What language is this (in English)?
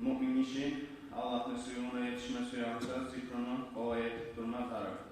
Kumyk